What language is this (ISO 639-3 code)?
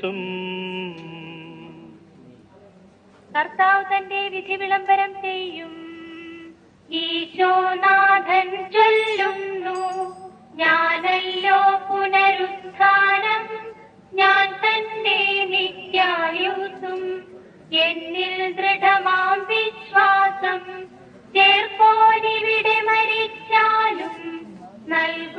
mal